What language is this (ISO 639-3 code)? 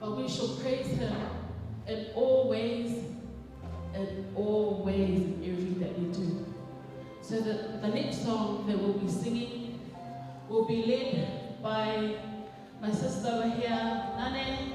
ton